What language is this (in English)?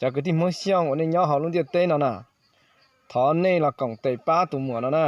Hmong